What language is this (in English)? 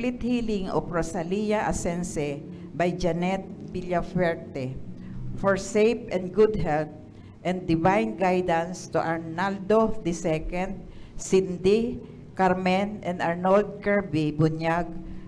Bikol